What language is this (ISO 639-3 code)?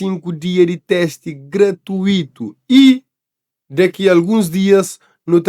kea